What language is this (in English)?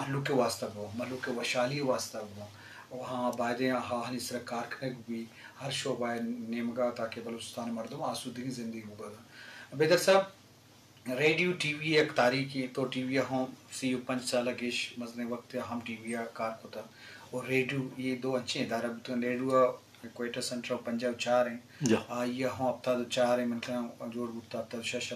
Eastern Balochi